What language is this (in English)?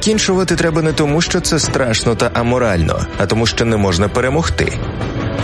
Ukrainian